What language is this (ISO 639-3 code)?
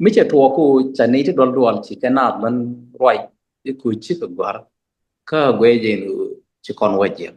nus